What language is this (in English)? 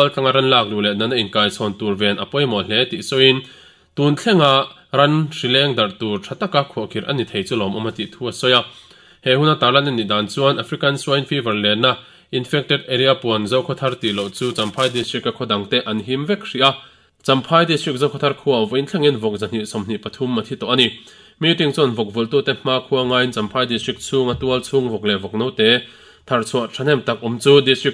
Mizo